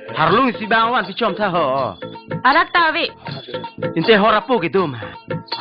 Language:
Karbi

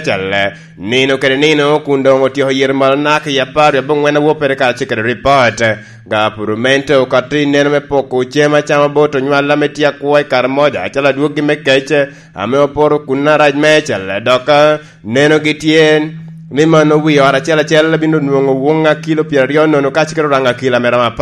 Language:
Lango (Uganda)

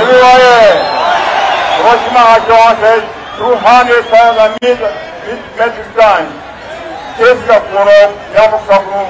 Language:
Nyanja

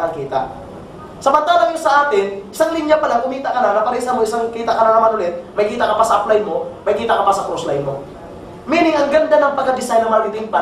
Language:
Filipino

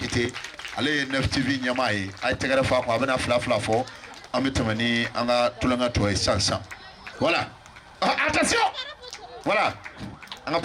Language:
Bambara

